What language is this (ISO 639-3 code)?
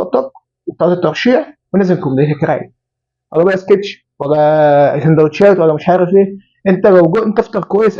arz